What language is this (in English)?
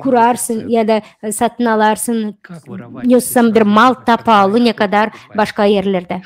Gagauz